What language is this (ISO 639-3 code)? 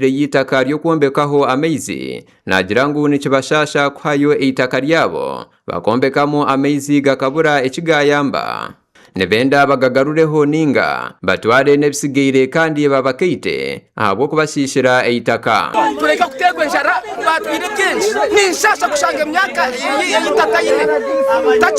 nyn